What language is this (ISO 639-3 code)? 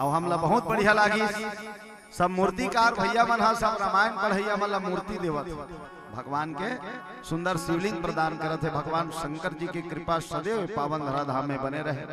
hne